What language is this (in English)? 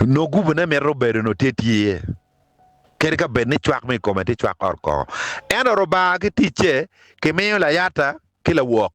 Acoli